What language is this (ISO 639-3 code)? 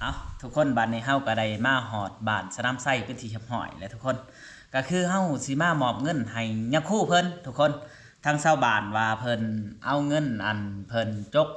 lao